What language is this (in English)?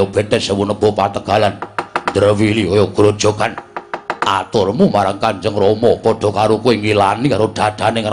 Javanese